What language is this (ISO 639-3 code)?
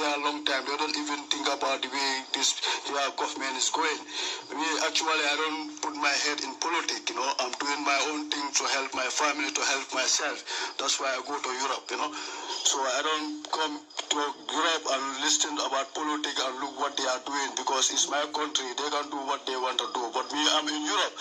pcm